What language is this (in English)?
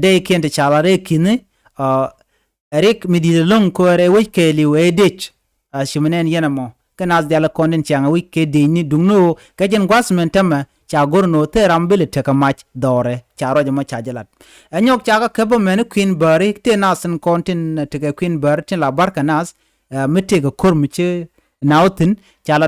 Nuer